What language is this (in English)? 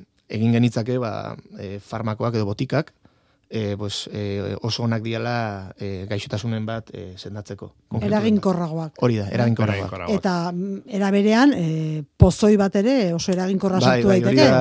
Basque